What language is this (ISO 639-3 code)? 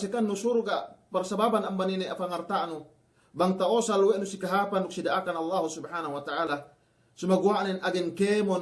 yka